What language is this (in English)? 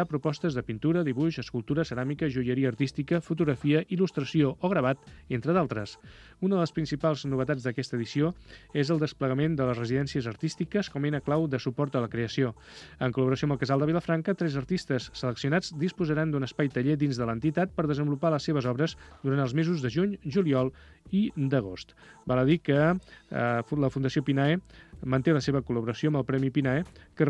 Catalan